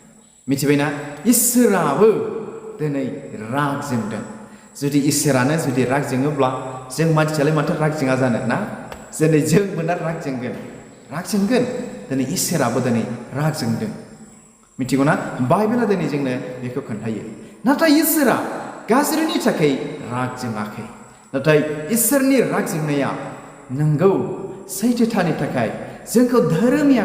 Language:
Bodo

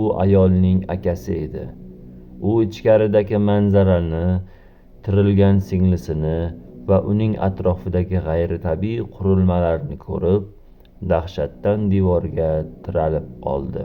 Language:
Uzbek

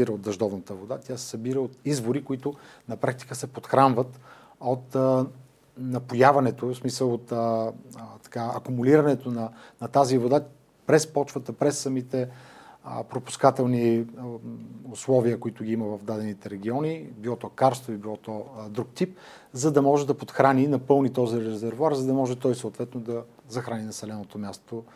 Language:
Bulgarian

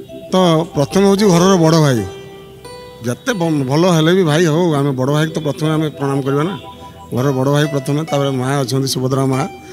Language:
Odia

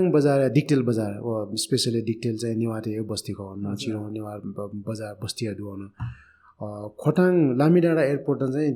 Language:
Newari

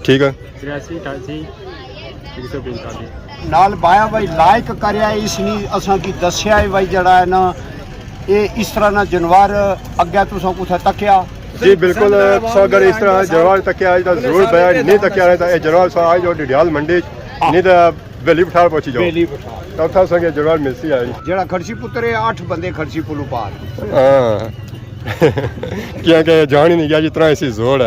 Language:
Pahari-Potwari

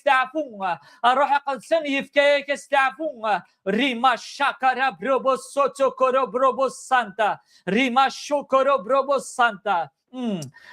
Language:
Kabyle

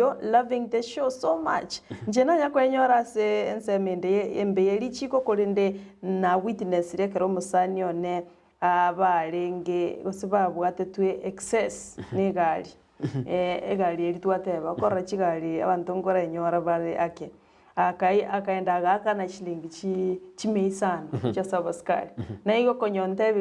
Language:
Gusii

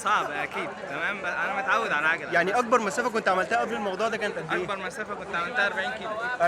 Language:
Egyptian Arabic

